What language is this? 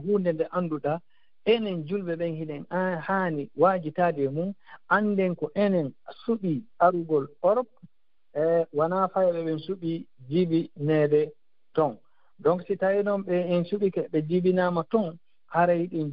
Fula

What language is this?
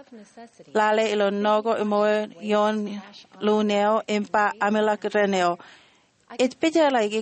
Marshallese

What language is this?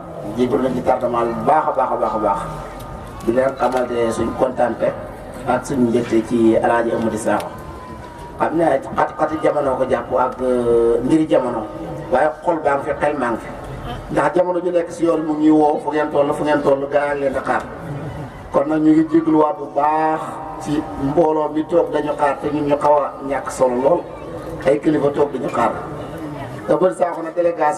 Wolof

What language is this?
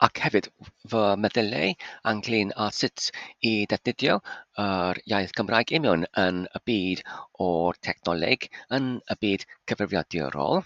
Welsh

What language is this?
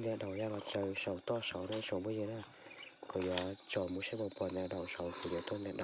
Hmong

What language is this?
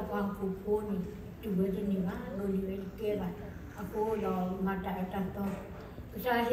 S'gaw Karen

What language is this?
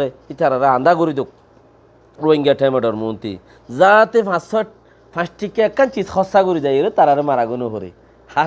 Rohingya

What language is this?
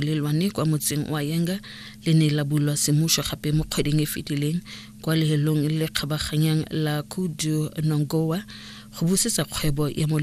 Tswana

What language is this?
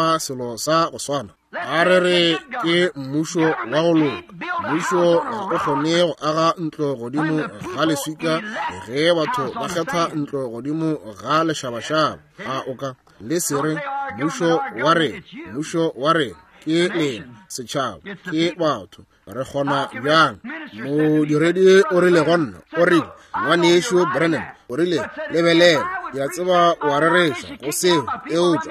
Northern Sotho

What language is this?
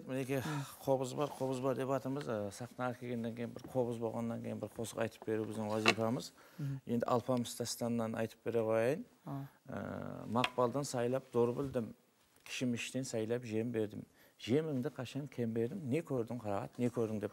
Kara-Kalpak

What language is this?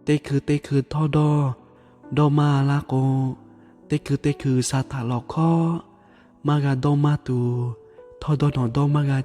Lahu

